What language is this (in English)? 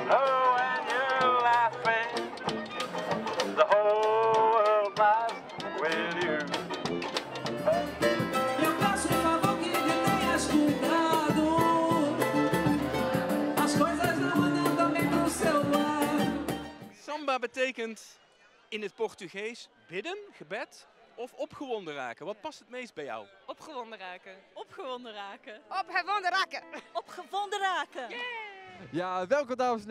Dutch